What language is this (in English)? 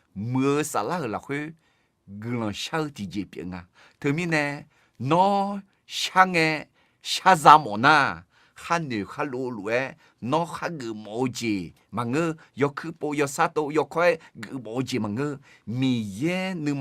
Akha